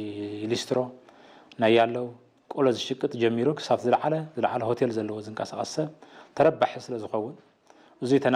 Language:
Tigrinya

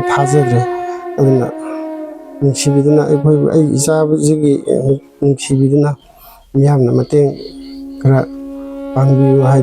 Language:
Manipuri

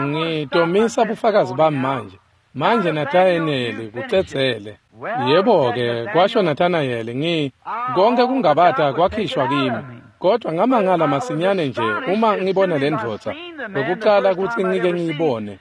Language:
Swati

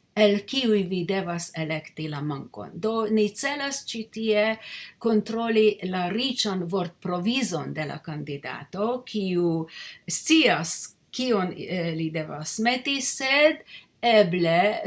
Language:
Esperanto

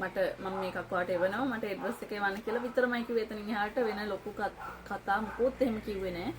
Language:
Sinhala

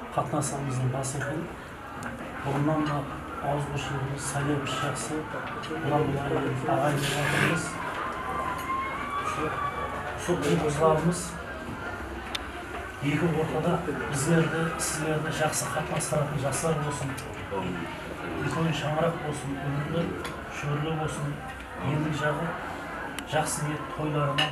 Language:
Kara-Kalpak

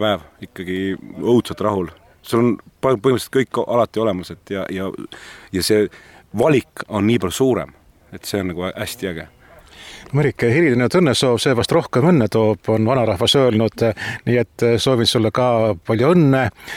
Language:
Estonian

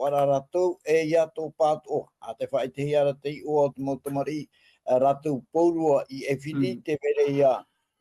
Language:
Tahitian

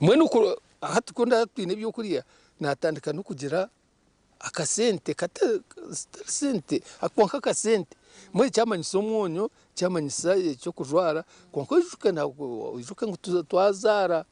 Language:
Nyankole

